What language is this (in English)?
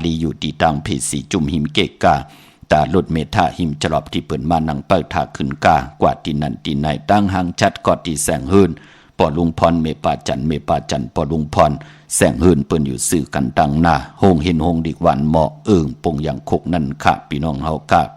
Shan